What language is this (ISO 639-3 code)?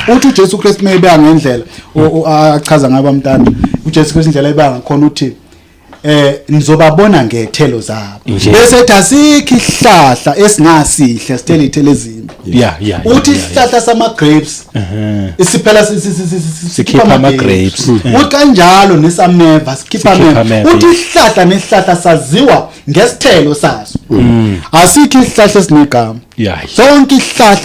zul